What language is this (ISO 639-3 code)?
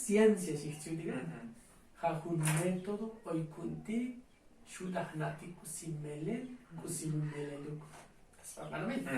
tzo